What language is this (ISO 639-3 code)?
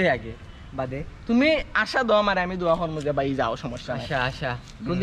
syl